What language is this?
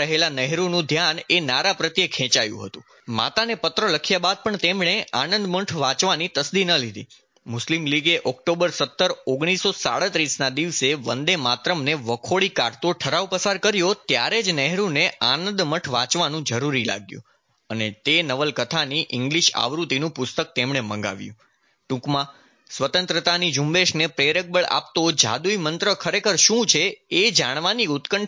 Gujarati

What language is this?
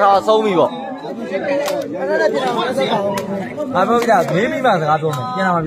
Burmese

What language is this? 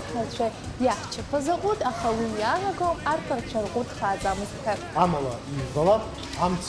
Abkhazian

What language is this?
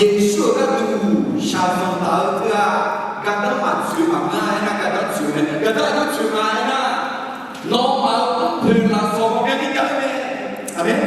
Akha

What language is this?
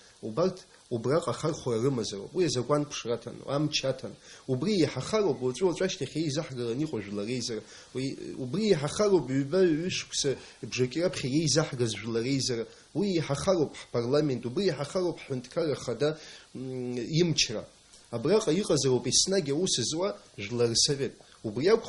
Abkhazian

